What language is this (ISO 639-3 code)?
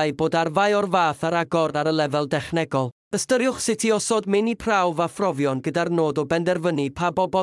cym